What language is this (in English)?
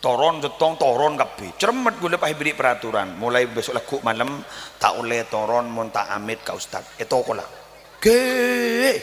Madurese